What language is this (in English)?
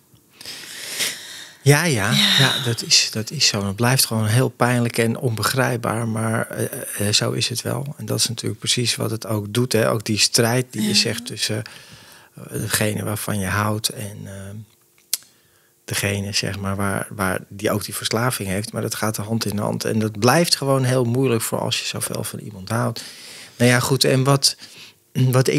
Dutch